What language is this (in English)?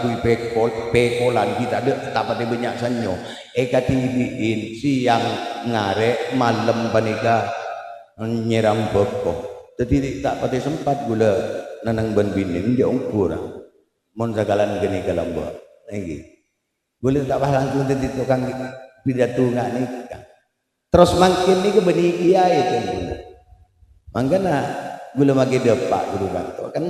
Madurese